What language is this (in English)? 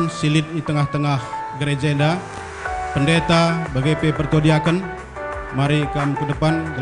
Batak Karo